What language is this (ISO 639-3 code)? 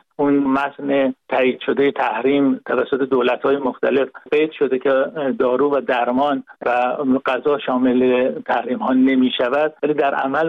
fas